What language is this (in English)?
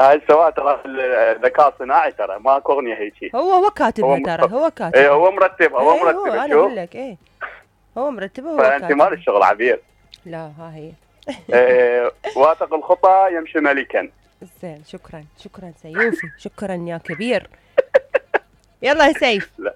Mesopotamian Arabic